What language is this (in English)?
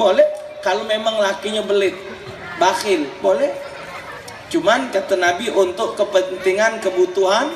Musi